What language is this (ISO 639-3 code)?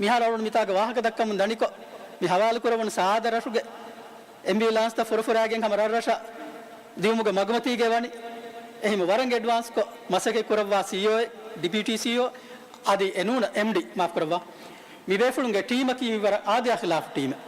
div